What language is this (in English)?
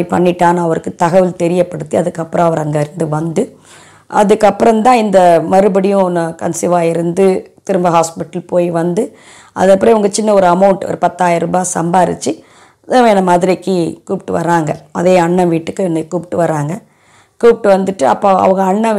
Tamil